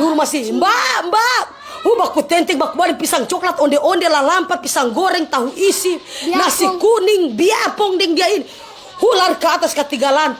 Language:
Manado Malay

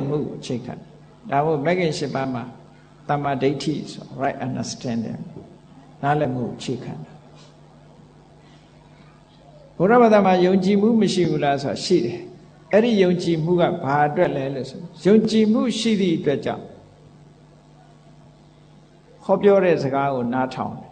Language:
Burmese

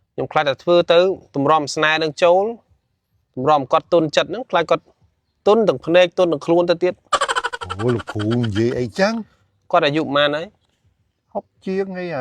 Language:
Khmer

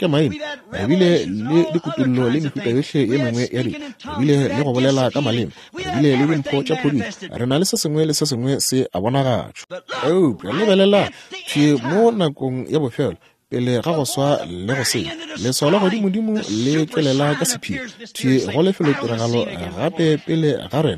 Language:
Northern Sotho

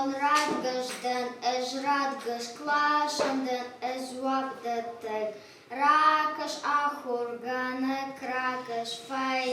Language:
Ossetic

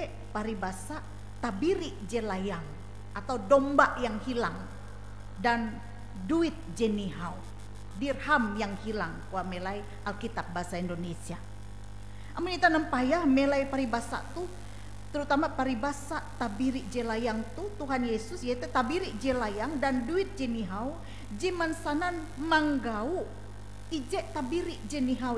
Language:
Ngaju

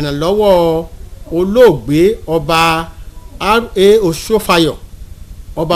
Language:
Yoruba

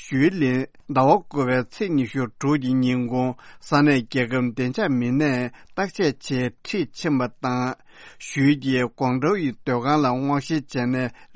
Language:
Tibetan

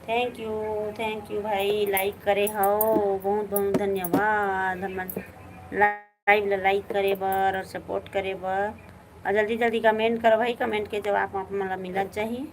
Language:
Chhattisgarhi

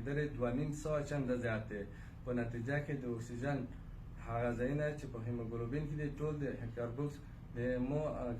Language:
Pashto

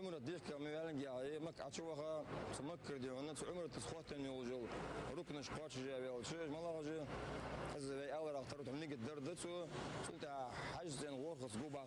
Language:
Ingush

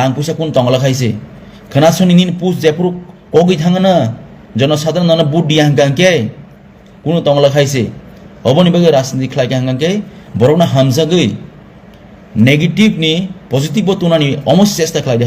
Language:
Kok Borok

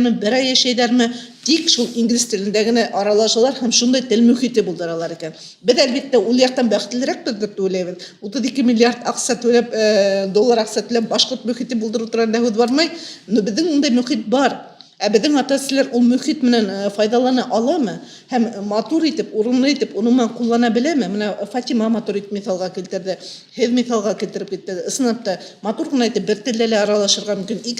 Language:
Bashkir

